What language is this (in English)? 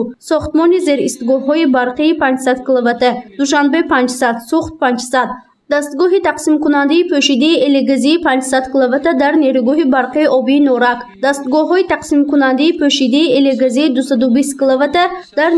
Tajik